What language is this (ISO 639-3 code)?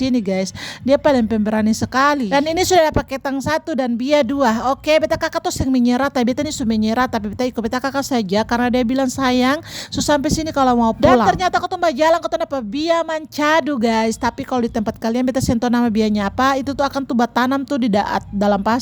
abs